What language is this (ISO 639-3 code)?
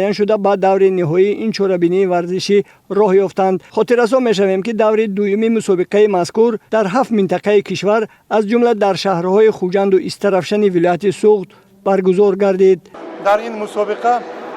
tgk